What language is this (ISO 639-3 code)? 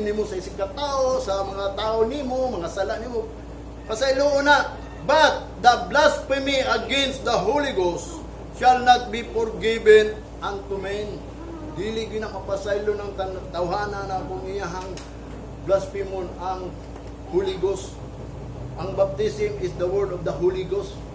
ceb